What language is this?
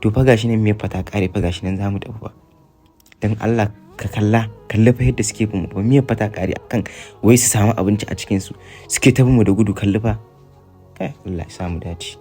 Hausa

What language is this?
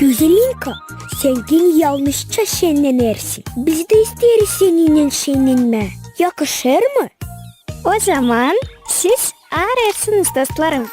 Gagauz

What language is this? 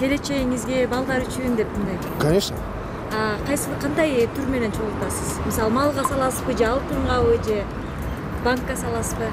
Kyrgyz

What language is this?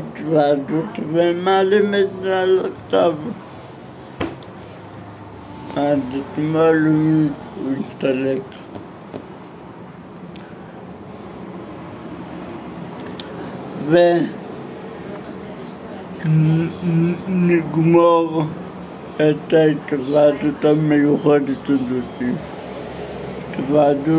Hebrew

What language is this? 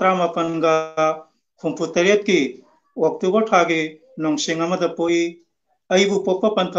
Manipuri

